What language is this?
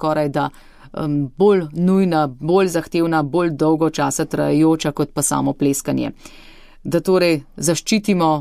Slovenian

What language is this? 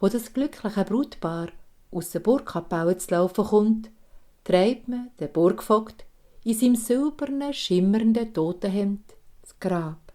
Swiss German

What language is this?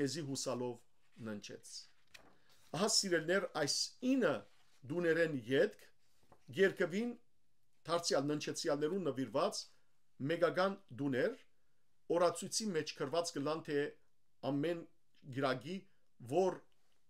Western Armenian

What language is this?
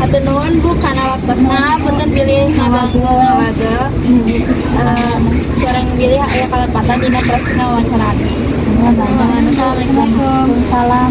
Sundanese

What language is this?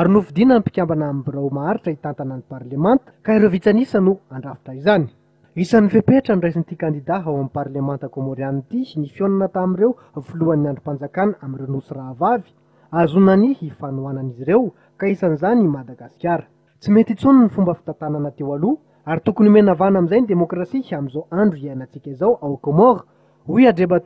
Malagasy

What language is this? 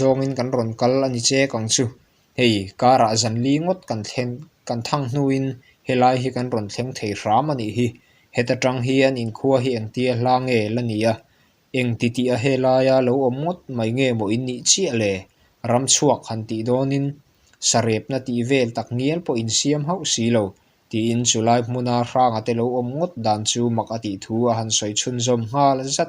Mizo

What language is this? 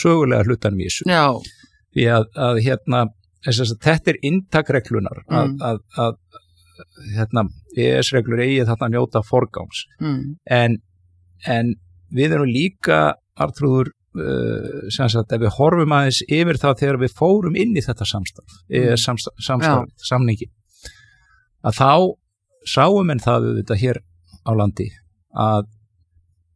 Icelandic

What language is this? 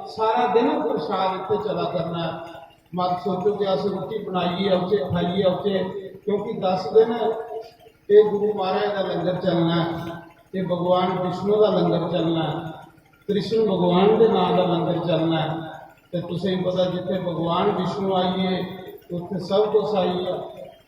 Dogri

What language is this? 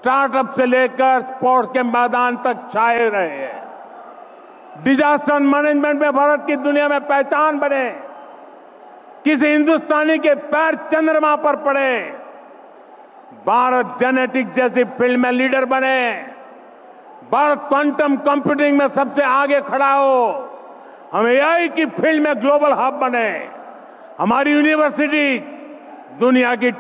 Hindi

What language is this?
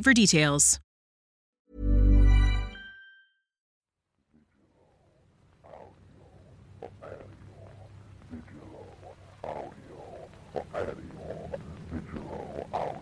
English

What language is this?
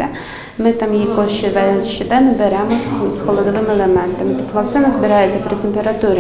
Ukrainian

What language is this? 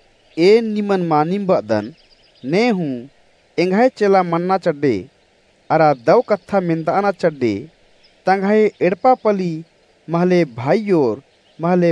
Kurukh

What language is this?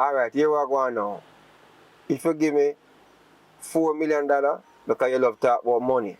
Jamaican Creole English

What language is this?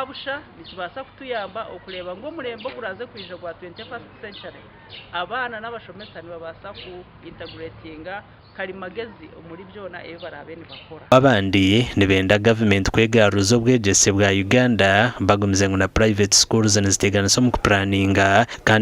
Nyankole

